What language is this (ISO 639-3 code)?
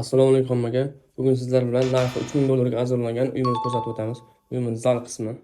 uzb